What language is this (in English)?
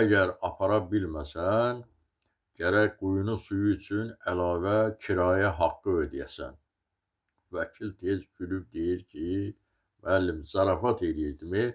Azerbaijani